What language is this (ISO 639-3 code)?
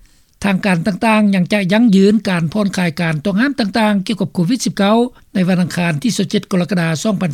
lao